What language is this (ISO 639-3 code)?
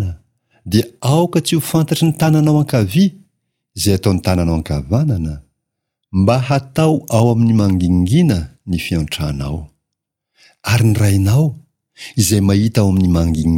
mlg